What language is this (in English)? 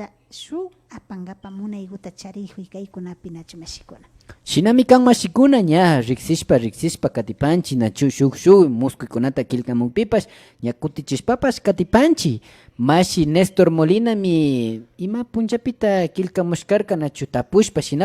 Imbabura Highland Quichua